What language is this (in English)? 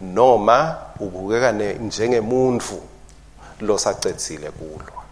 Swati